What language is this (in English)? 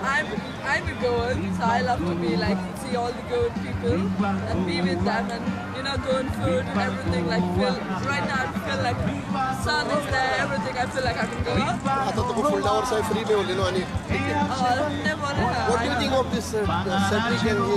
Konkani